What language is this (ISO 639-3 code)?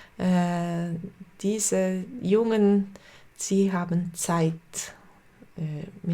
gsw